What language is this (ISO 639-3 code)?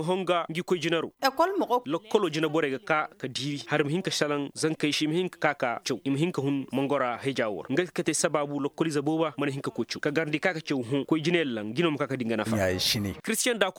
ses